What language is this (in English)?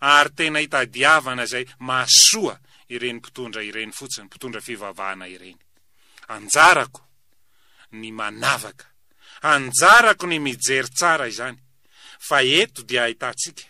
Malagasy